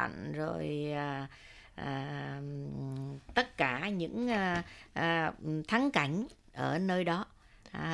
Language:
Vietnamese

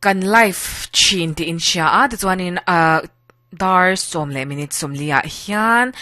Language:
Mizo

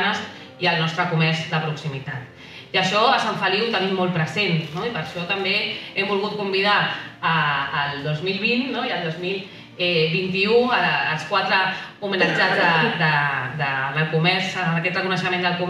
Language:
Catalan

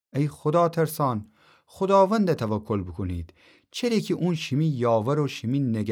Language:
Gilaki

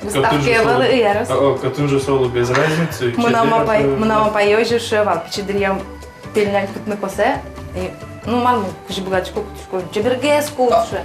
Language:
Udmurt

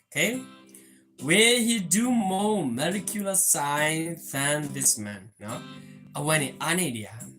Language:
S'gaw Karen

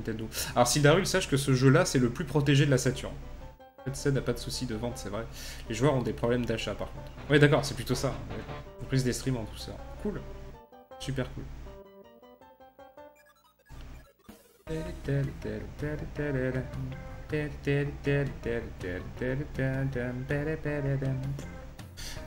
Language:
French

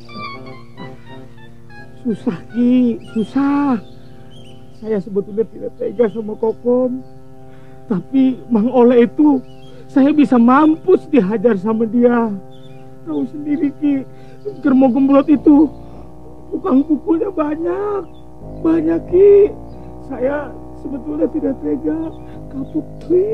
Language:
Indonesian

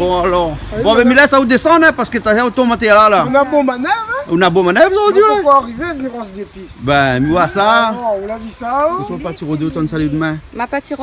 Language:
Réunion Creole French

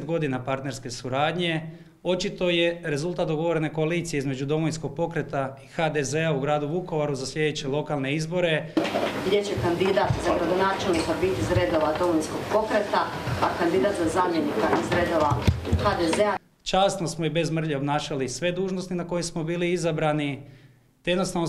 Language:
Croatian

